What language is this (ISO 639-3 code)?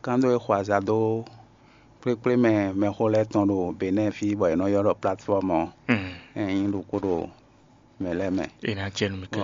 fon